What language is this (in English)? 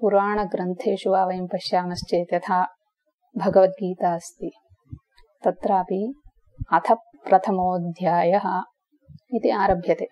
Sanskrit